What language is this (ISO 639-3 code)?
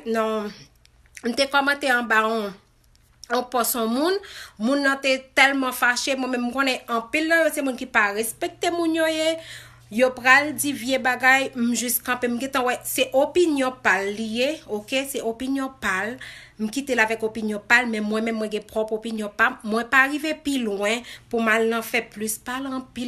hat